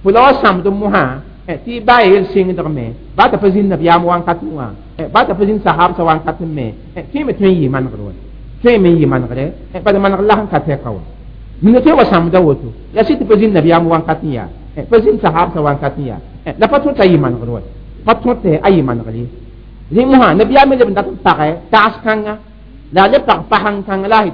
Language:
Mossi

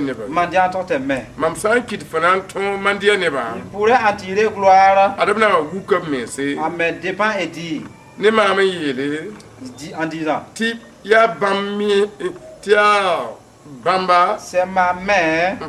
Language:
Mossi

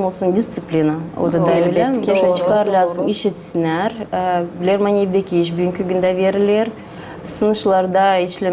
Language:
Gagauz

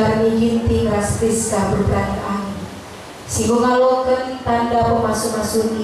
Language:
Batak Karo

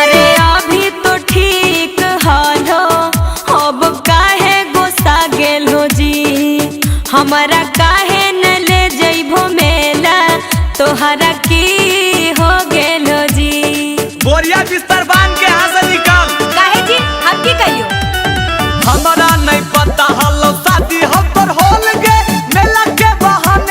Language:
Magahi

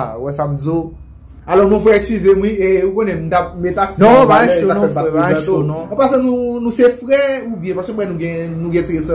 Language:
Haitian Creole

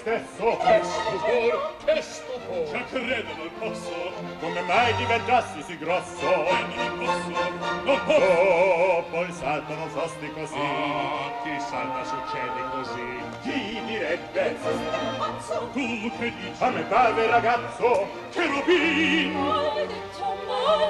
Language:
Italian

